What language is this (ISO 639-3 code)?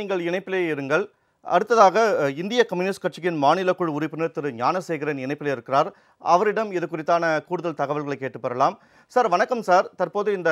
tam